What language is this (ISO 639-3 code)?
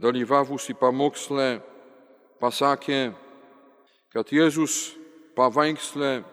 lit